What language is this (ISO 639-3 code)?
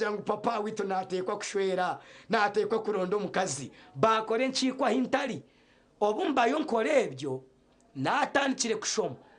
nyn